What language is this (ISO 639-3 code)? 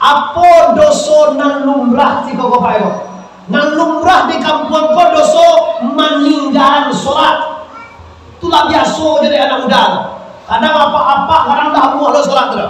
min